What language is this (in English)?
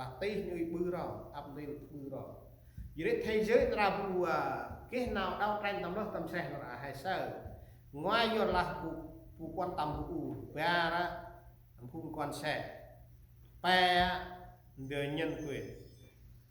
Central Mnong